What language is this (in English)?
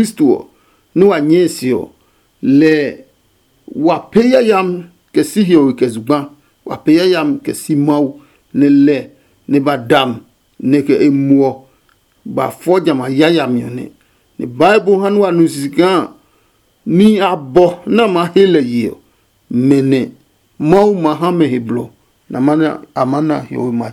Adangme